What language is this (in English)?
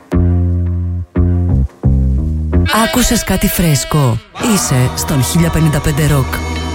Greek